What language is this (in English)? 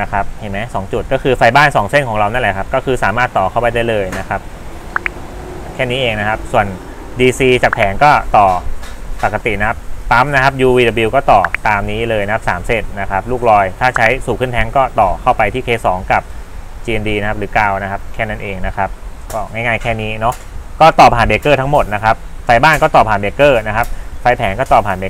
Thai